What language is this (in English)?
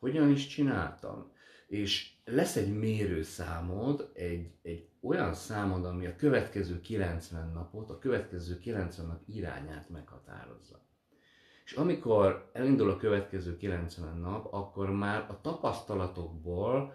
Hungarian